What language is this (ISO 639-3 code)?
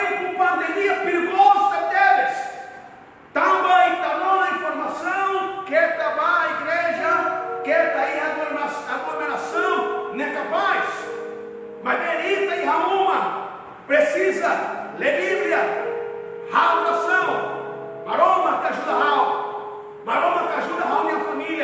tet